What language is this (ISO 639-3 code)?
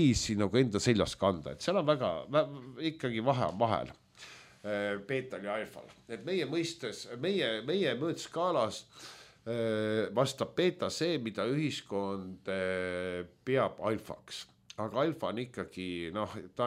est